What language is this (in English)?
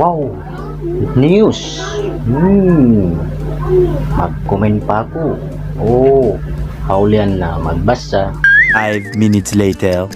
Tausug